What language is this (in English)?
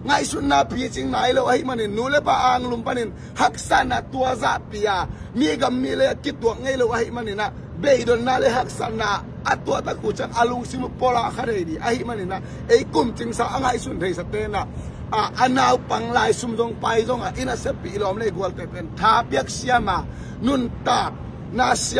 Tedim Chin